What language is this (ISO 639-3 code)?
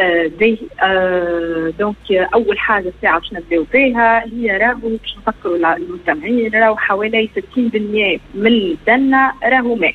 aeb